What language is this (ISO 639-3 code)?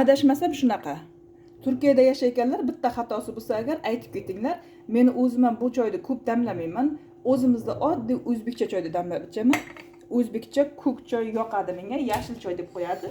uzb